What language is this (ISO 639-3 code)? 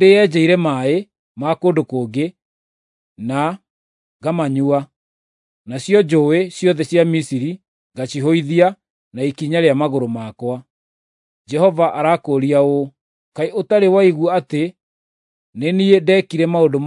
kik